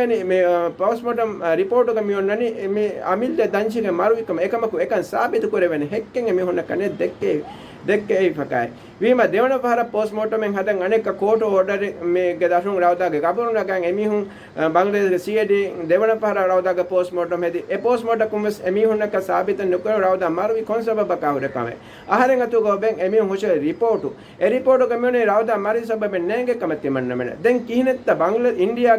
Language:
Divehi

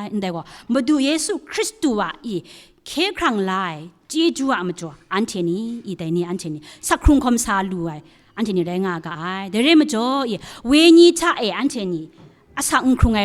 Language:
Kachin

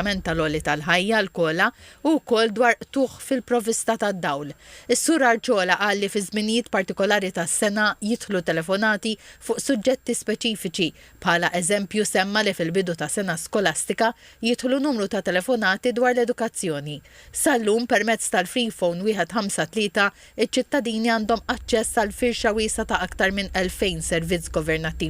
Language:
Maltese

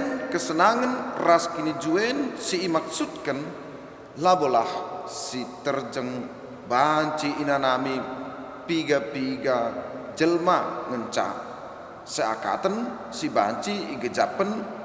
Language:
Batak Karo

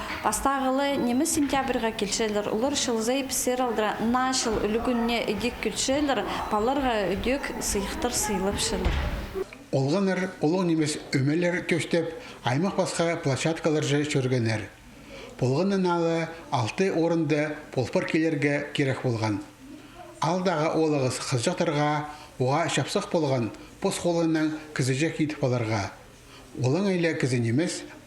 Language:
Khakas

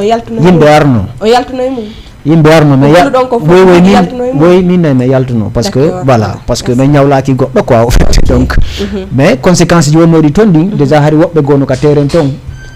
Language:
Fula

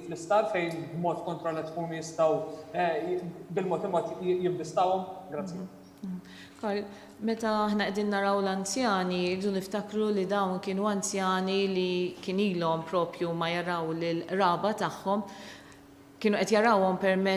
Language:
Maltese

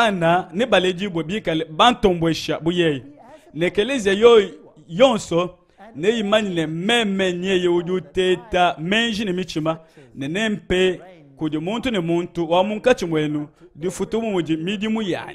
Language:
Luba-Lulua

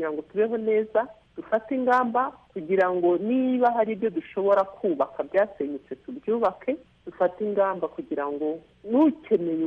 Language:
Kinyarwanda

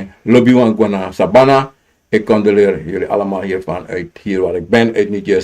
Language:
Sranan Tongo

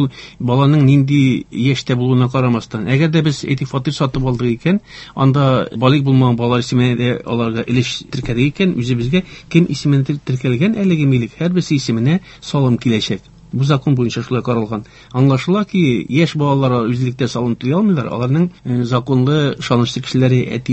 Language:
Tatar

